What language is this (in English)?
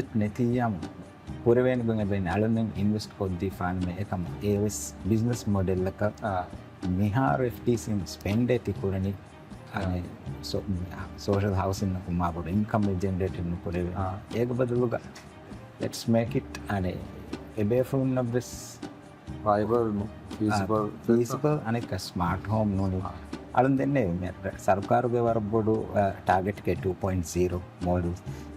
Divehi